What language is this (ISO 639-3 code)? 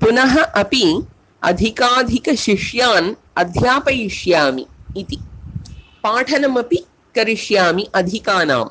san